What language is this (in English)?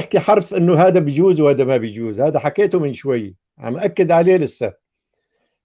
North Levantine Arabic